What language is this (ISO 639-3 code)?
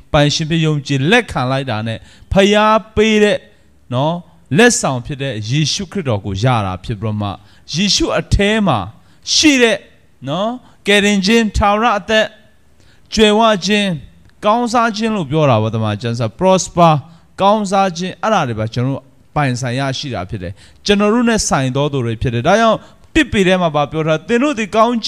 mya